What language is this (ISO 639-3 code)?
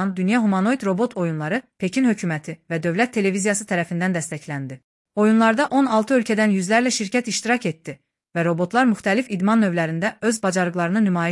aze